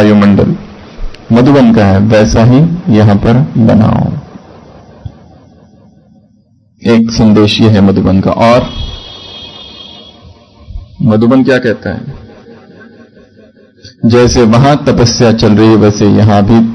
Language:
Hindi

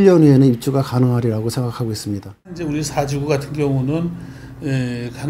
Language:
Korean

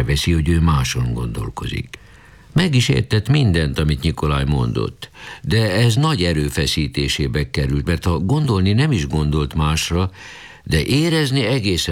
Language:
Hungarian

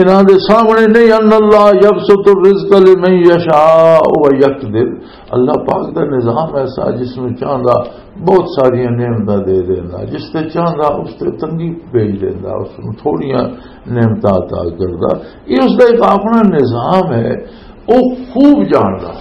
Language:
Western Panjabi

